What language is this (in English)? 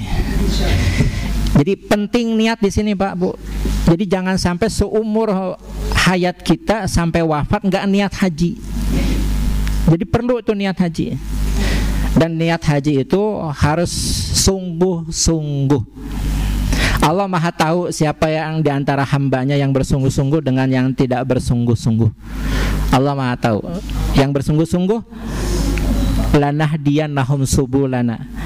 Indonesian